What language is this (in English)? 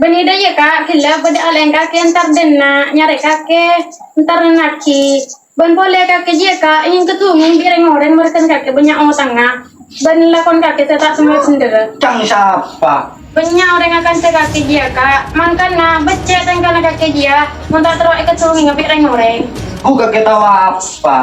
Madurese